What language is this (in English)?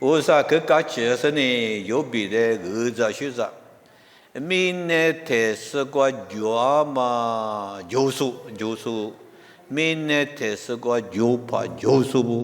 Lisu